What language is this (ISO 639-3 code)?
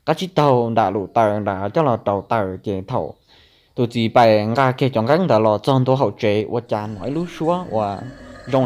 hmn